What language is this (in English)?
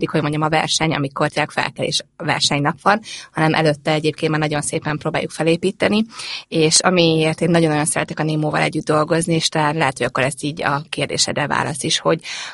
Hungarian